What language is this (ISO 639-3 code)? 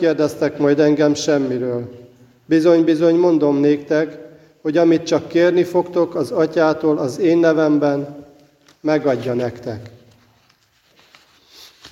hun